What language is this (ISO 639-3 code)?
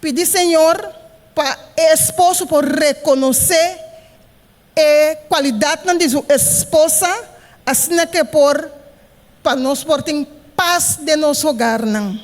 pap